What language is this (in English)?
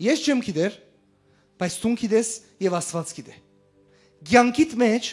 Western Armenian